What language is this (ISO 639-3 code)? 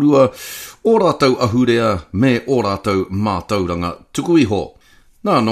mri